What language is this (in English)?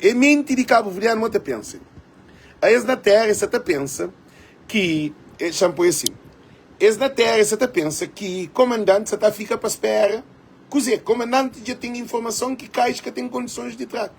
Kabuverdianu